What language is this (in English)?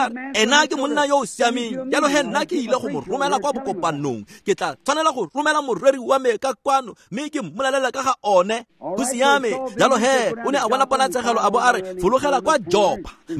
Tswana